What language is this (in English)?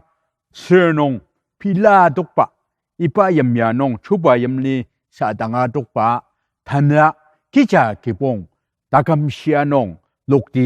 Ao Naga